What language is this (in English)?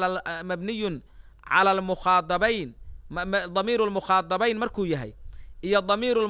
Somali